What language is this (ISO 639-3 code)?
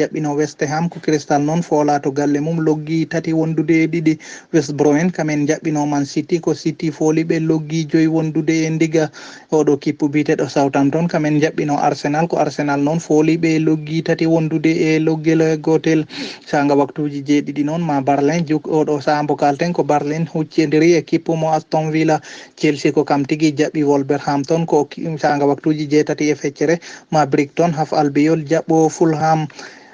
ful